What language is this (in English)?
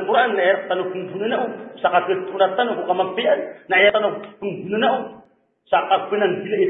Maranao